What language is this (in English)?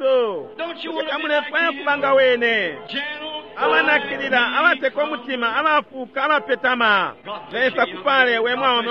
Bemba